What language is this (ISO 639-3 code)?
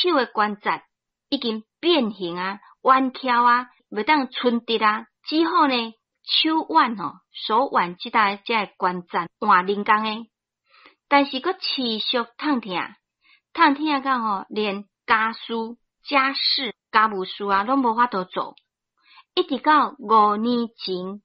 nan